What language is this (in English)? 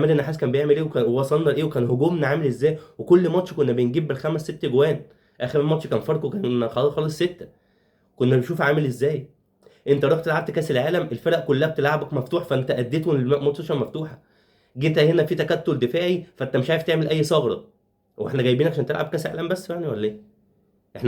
Egyptian Arabic